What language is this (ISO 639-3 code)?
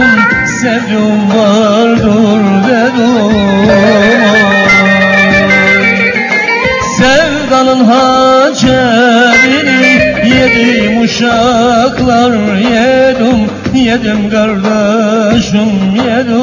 tur